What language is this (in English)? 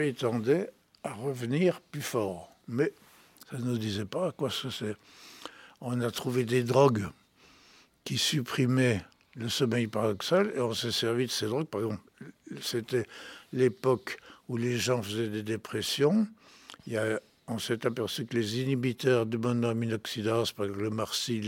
French